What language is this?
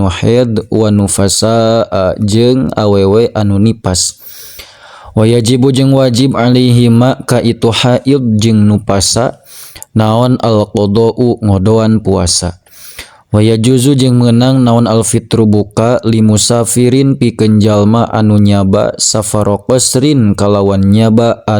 Sundanese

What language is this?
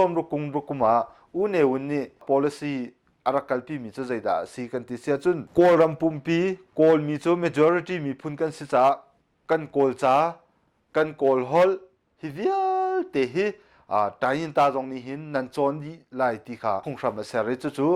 Hakha Chin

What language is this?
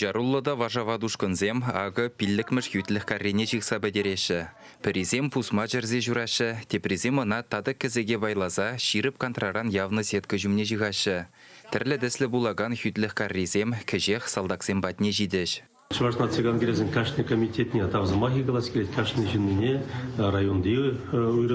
Chuvash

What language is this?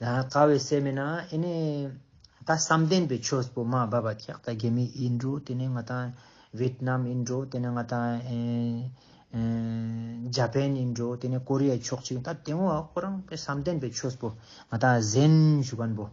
Ladakhi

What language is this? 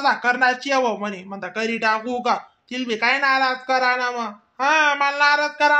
Khandesi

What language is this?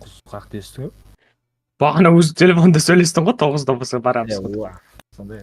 Kara-Kalpak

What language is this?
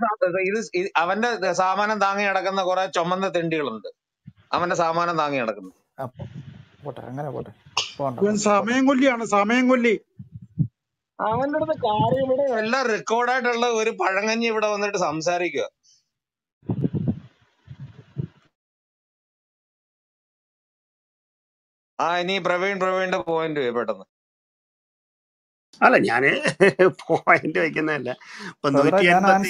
Malayalam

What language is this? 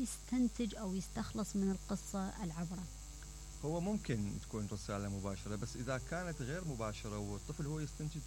Mesopotamian Arabic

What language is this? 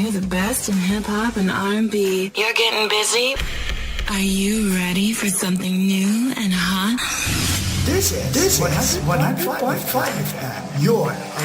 Hiligaynon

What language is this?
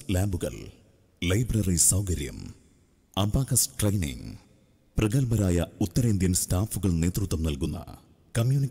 Malayalam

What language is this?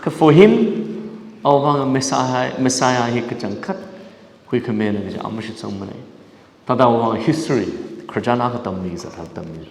Tangkhul Naga (India)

